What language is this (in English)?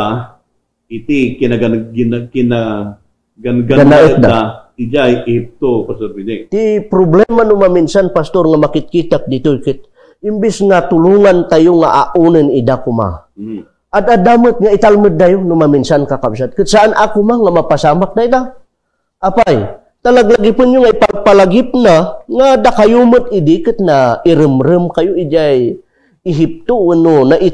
Iloko